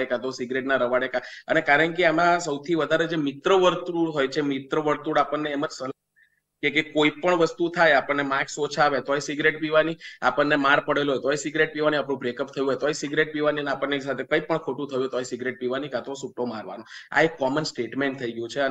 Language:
Gujarati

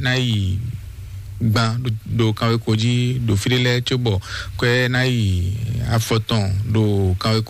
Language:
Fon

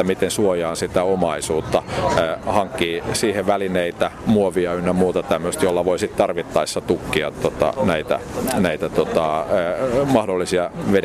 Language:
Finnish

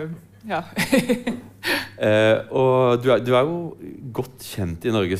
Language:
Norwegian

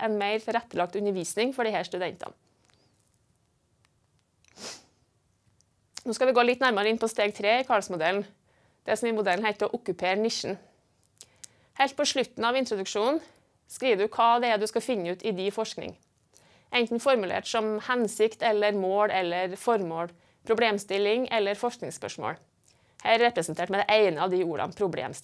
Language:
Norwegian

